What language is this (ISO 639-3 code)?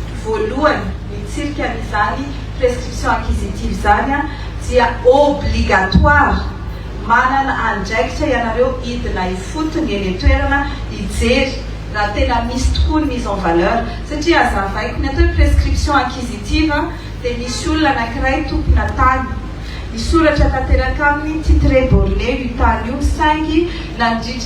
mlg